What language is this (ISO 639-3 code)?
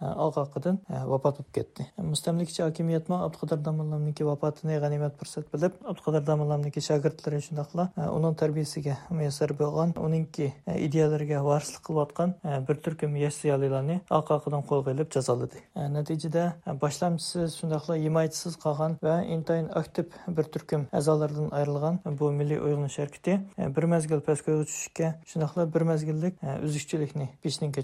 uig